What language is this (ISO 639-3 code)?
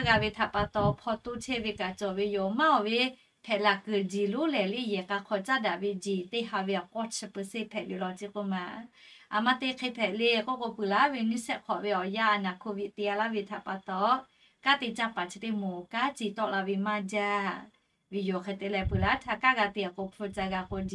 lhu